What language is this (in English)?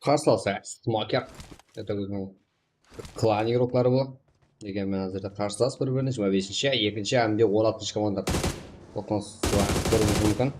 Kara-Kalpak